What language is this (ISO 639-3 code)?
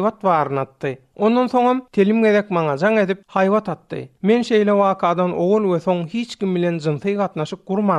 tuk